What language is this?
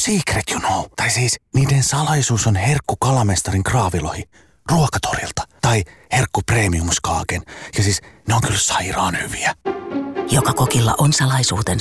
Finnish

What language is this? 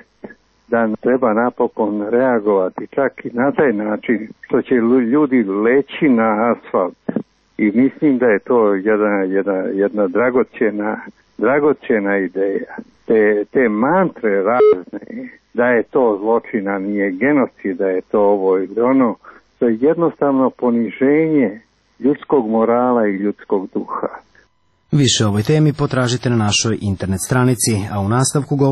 Serbian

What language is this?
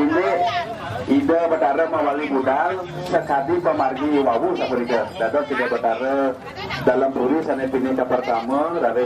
Balinese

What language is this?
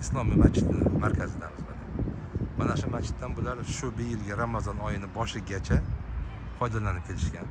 Uzbek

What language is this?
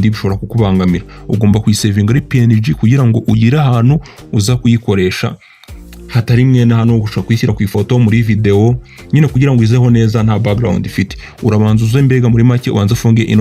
Kinyarwanda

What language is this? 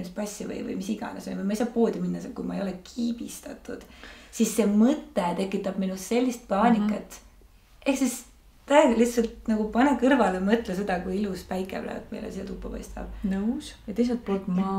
Estonian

